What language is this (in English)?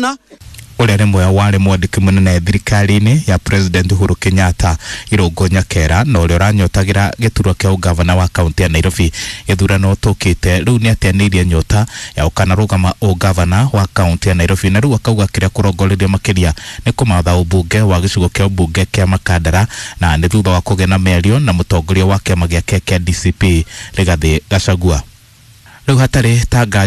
Kikuyu